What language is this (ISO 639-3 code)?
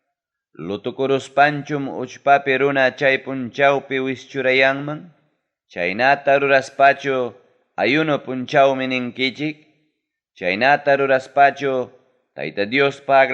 quy